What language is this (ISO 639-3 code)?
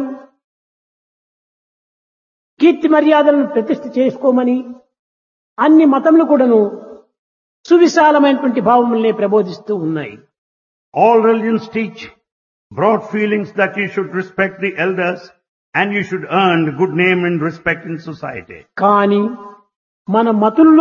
tel